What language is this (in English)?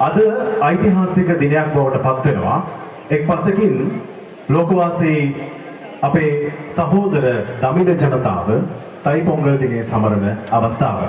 Sinhala